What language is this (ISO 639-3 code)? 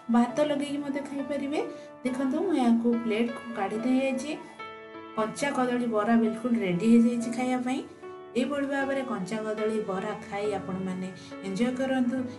ori